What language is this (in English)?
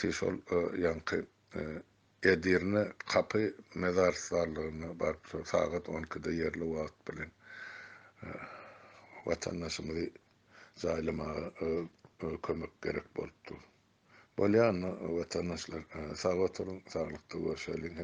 Turkmen